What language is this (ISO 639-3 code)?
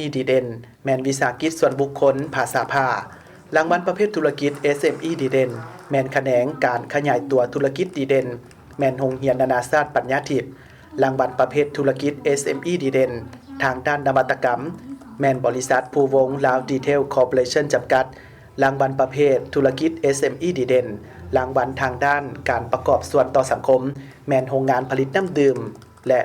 lao